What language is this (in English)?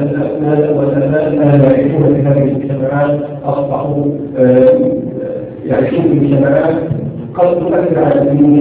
Arabic